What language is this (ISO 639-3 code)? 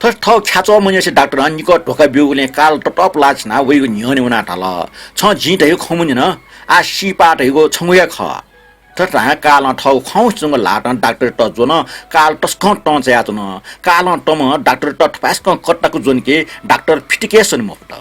new